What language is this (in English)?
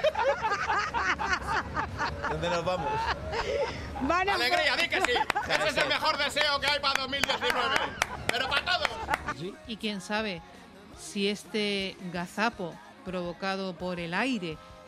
Spanish